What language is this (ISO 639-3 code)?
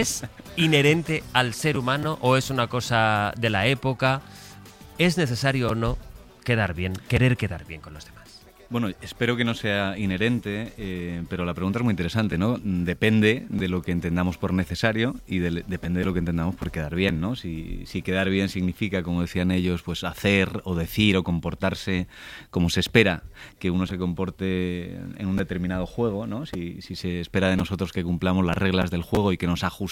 spa